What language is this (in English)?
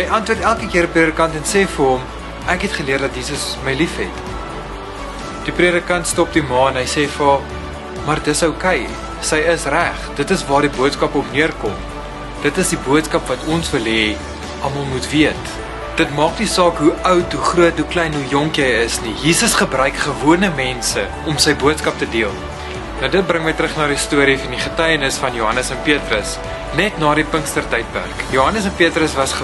Afrikaans